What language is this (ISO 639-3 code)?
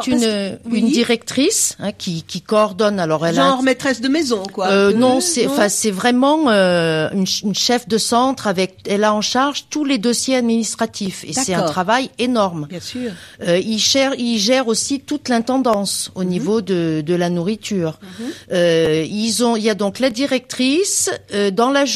fra